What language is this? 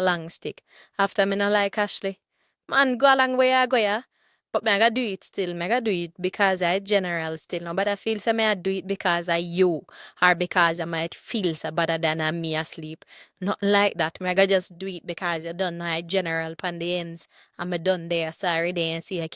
Jamaican Creole English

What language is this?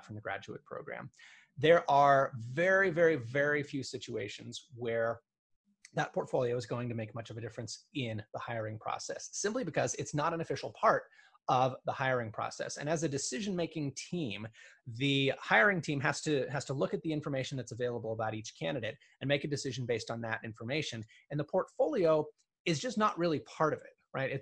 English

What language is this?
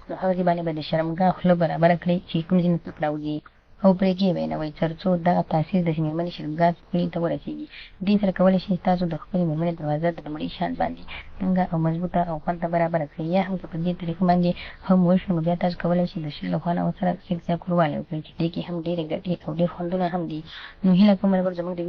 Pashto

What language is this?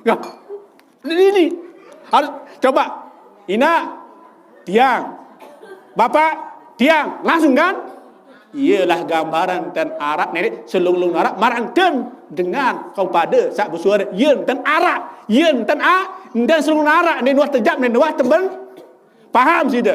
Sasak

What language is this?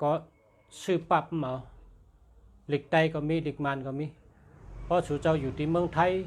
Shan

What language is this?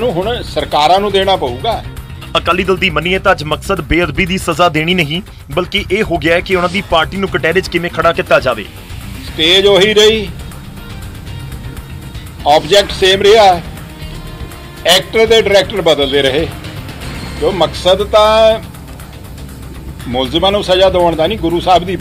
Punjabi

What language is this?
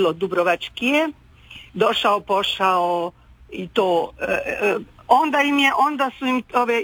Croatian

